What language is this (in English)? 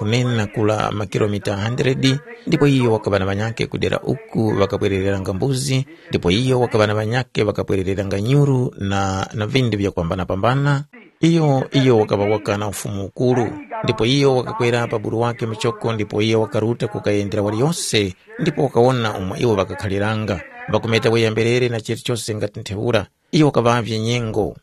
Tumbuka